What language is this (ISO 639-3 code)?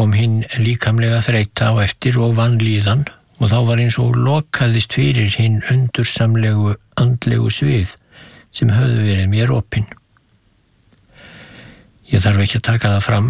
isl